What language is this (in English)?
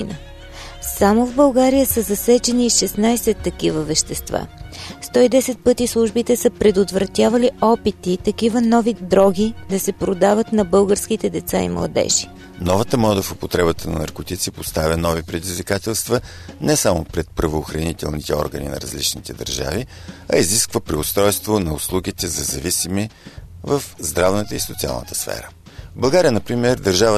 Bulgarian